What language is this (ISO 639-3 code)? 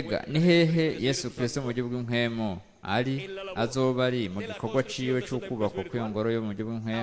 run